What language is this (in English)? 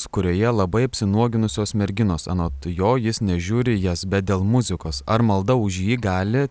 Lithuanian